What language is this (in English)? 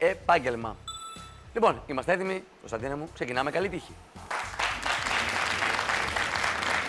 Greek